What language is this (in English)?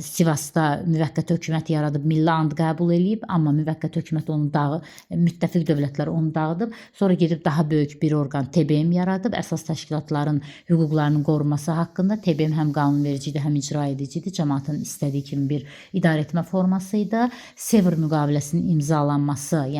Azerbaijani